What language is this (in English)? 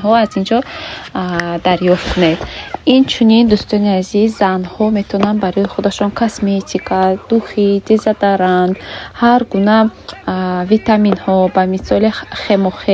Tajik